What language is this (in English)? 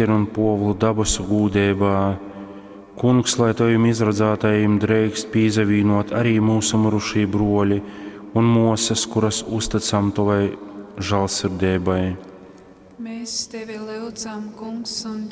Latgalian